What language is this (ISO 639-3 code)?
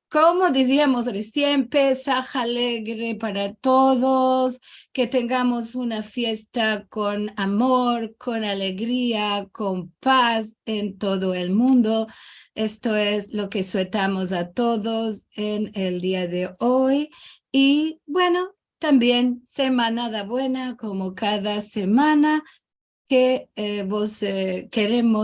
lad